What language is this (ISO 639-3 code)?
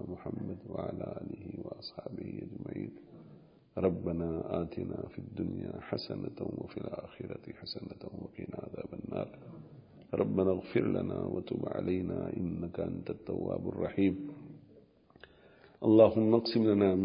urd